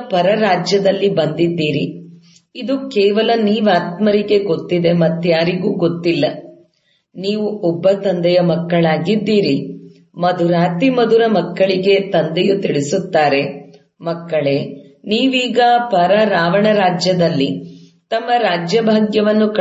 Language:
Kannada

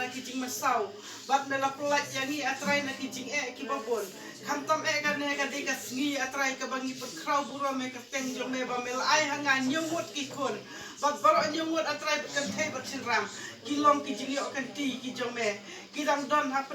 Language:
Khasi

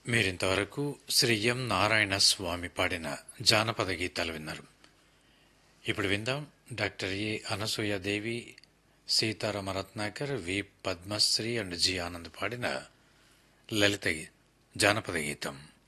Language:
Telugu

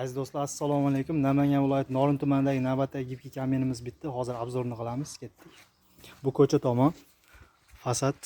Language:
Uzbek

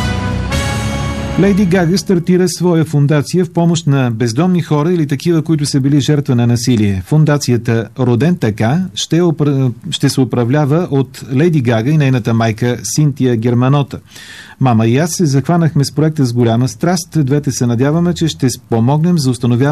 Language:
Bulgarian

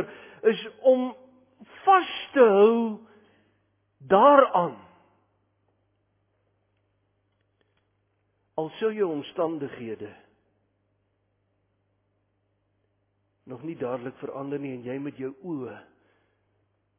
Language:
Afrikaans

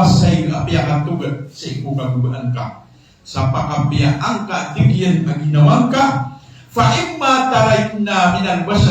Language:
Maranao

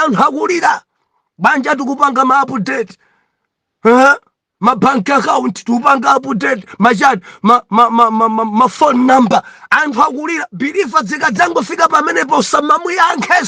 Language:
Nyanja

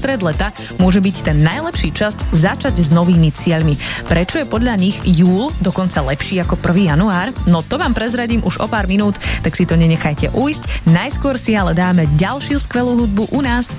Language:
Slovak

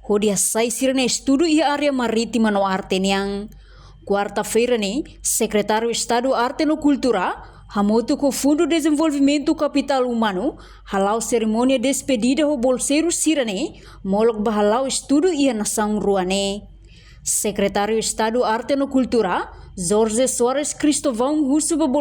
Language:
Tetum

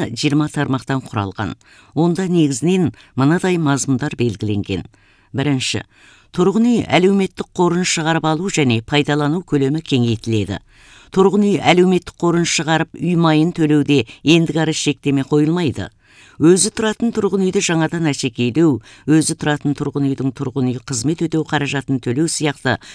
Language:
Kazakh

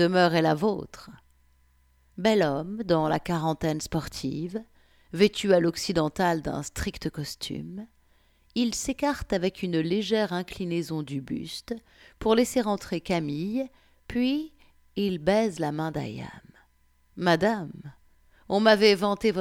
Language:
French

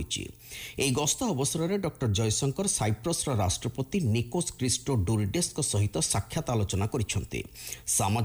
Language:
Odia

